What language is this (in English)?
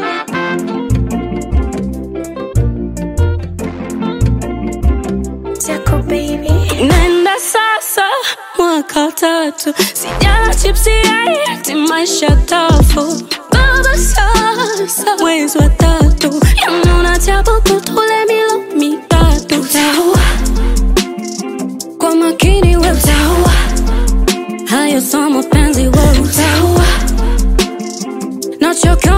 Swahili